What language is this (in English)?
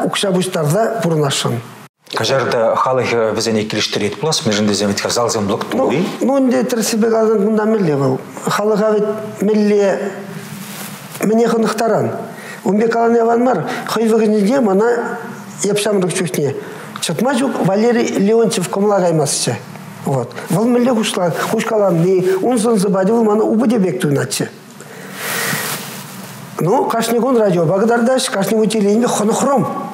Chuvash